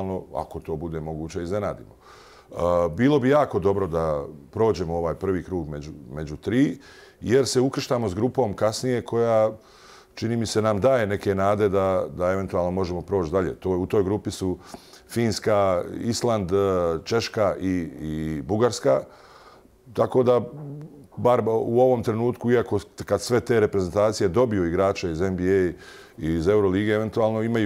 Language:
Bosnian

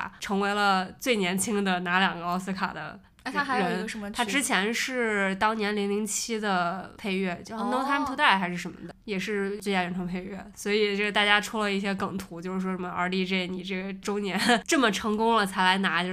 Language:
Chinese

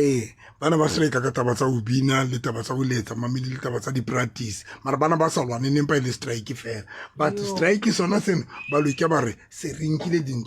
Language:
Southern Sotho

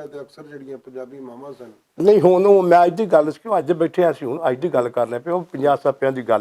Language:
Western Panjabi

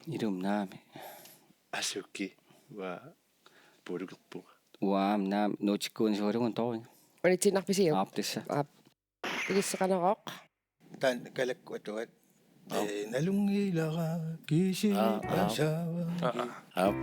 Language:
Kalaallisut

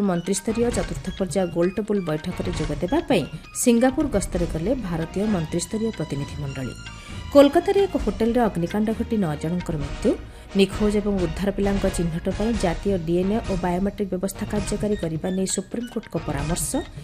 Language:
Odia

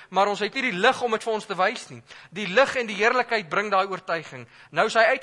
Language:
Afrikaans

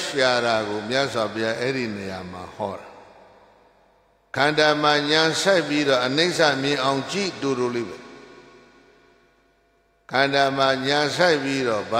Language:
Burmese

